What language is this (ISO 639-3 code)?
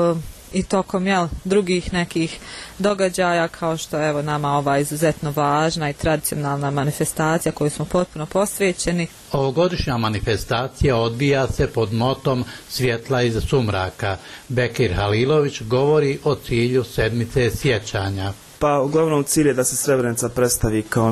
bos